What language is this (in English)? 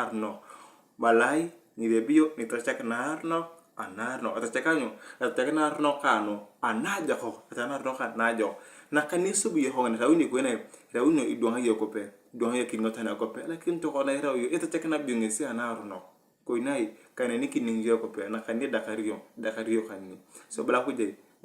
Turkana